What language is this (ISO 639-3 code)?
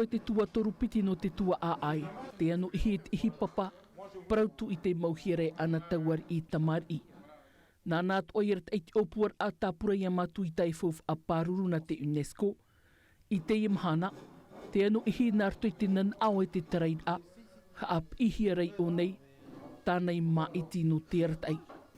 tah